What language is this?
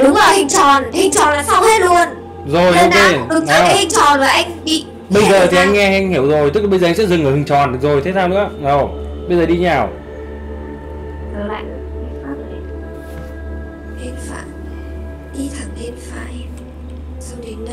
Vietnamese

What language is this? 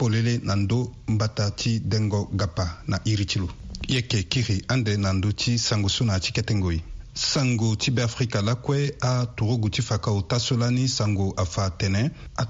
Sango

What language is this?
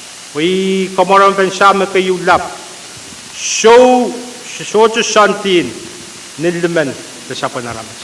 Pohnpeian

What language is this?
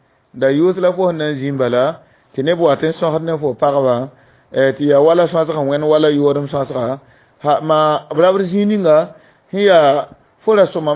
Mossi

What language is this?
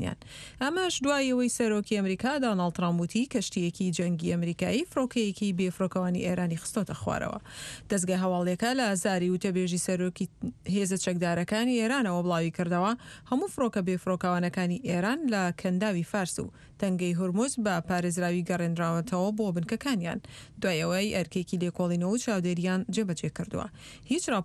Central Kurdish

